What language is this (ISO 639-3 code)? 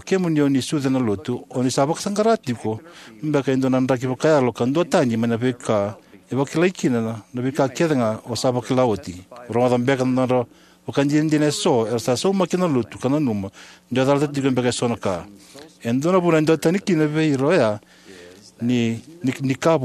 fij